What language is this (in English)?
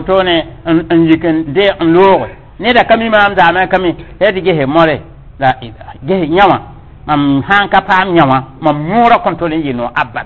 Mossi